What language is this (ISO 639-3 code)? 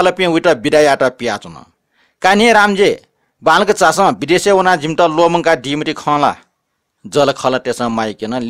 new